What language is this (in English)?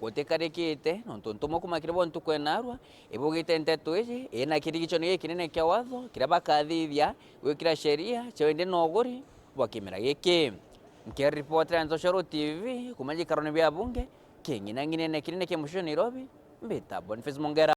Meru